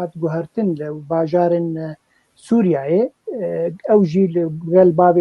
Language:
Kurdish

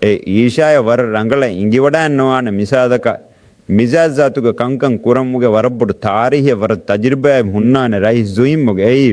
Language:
Divehi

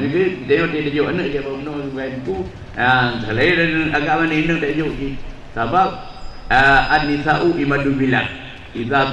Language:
Achinese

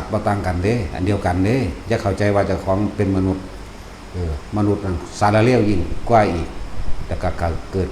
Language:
Lao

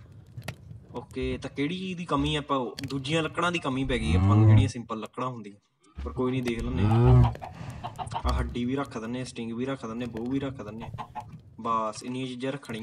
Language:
Punjabi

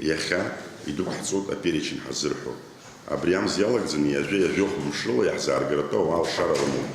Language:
Abkhazian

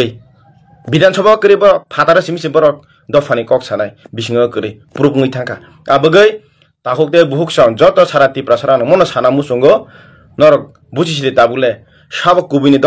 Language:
Kok Borok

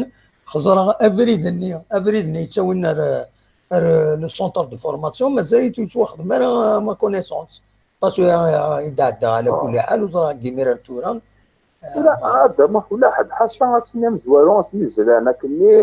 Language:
Kabyle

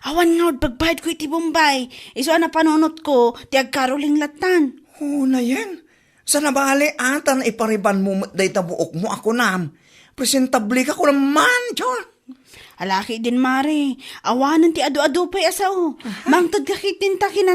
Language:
Iloko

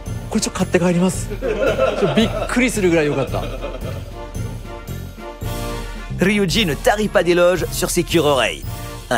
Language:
Japanese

